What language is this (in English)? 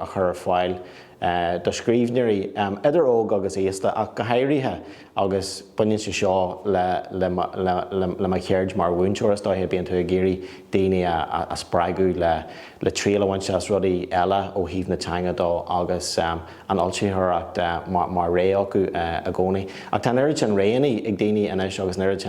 Irish